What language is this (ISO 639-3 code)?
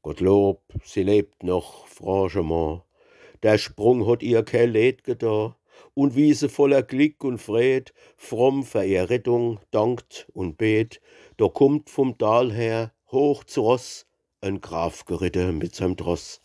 pfl